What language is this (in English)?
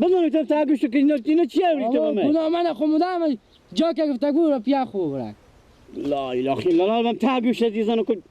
Persian